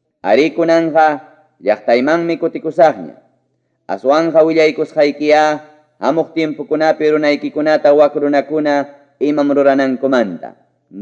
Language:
Ayacucho Quechua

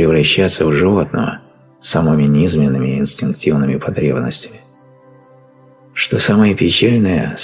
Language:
Russian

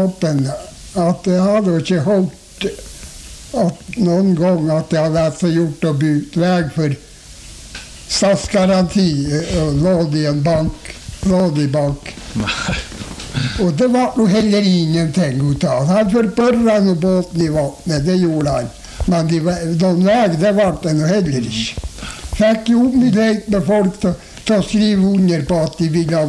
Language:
Norwegian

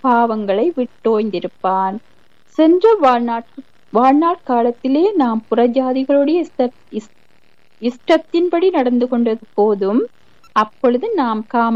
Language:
Tamil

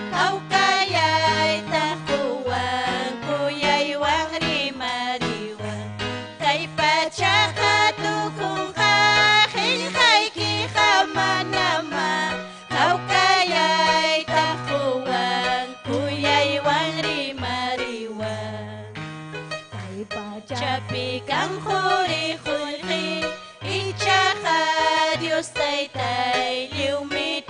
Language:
Ayacucho Quechua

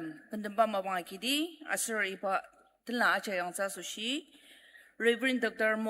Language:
Ao Naga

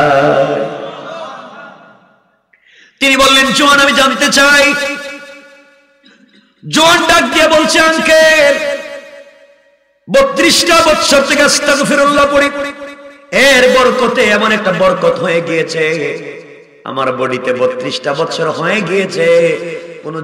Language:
Bangla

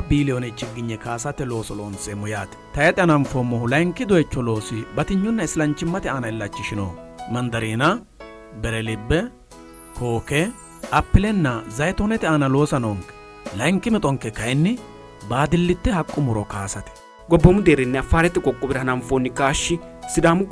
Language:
Sidamo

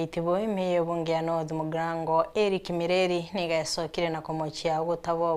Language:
Gusii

